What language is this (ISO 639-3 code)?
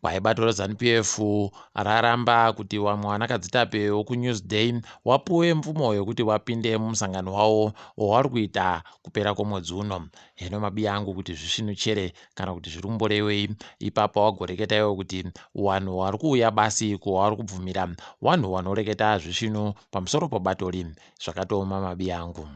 ndc